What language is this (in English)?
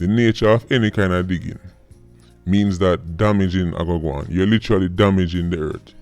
Jamaican Creole English